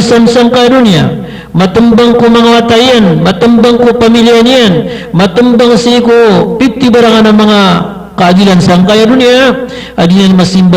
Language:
Maranao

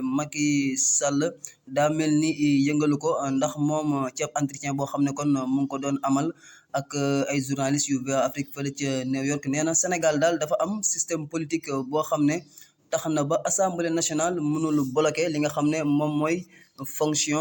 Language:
Wolof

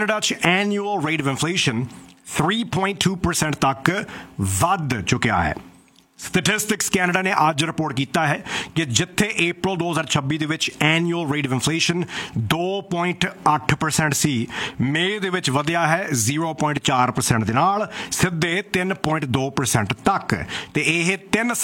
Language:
Punjabi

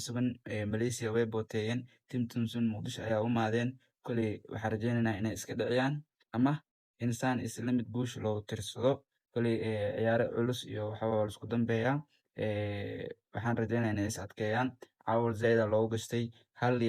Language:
Somali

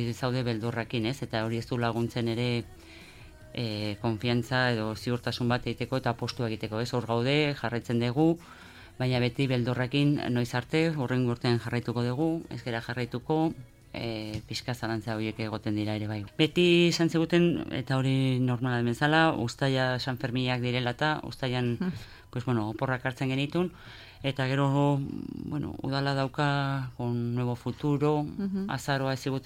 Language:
Basque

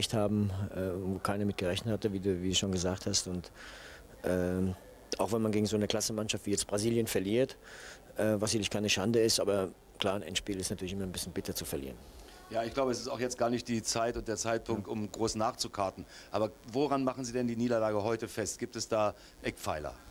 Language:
German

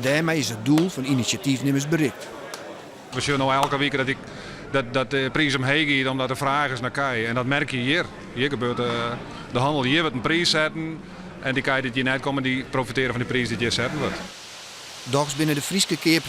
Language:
Western Frisian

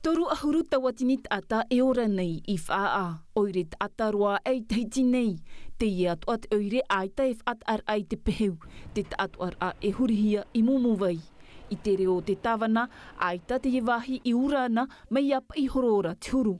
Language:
Tahitian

